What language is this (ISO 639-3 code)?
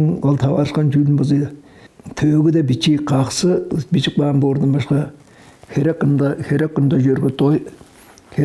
tyv